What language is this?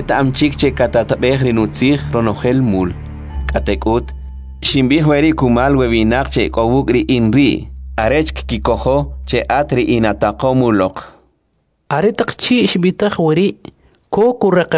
Kʼicheʼ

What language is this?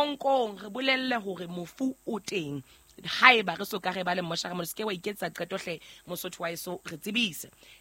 Southern Sotho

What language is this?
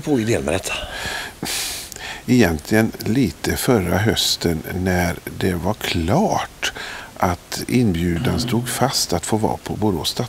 Swedish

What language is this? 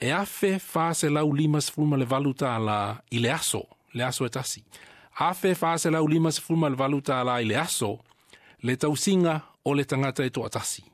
Samoan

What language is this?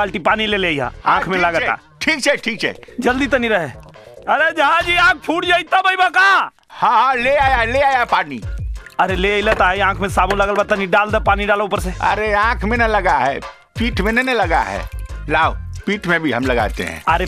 Bhojpuri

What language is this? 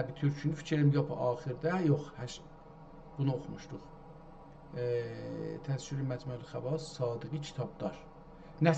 South Azerbaijani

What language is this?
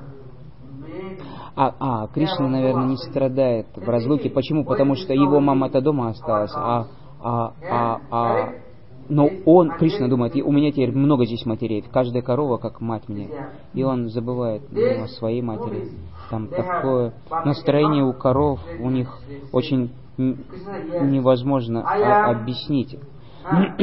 Russian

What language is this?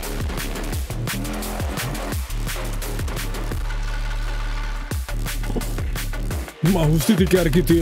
Czech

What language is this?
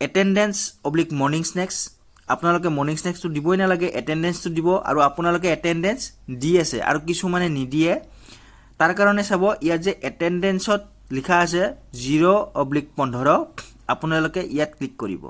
Assamese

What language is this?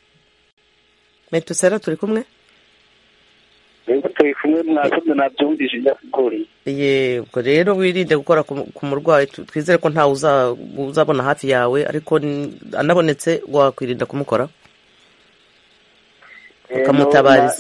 Kinyarwanda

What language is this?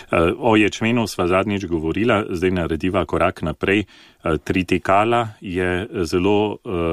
Slovenian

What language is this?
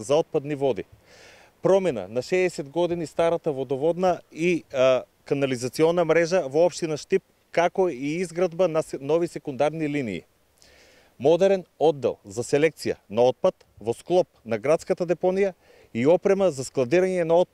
Macedonian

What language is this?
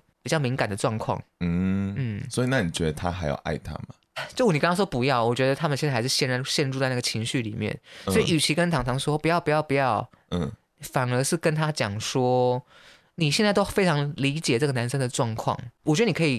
Chinese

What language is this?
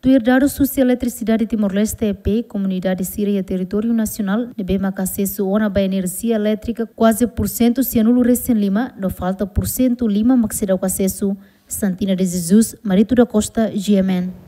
Tetum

